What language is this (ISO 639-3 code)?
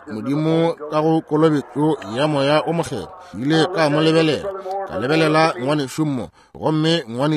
nso